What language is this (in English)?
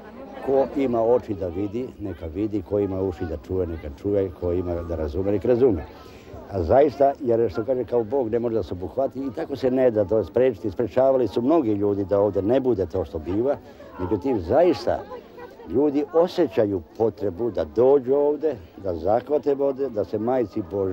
Serbian